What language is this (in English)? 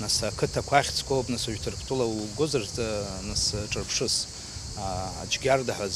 Abkhazian